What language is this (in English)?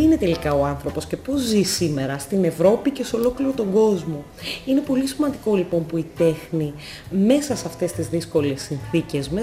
Greek